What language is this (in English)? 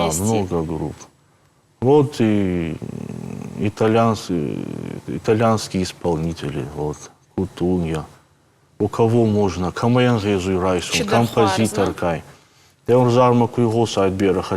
Ossetic